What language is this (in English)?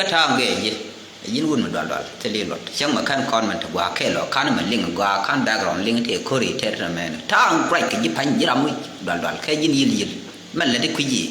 Nuer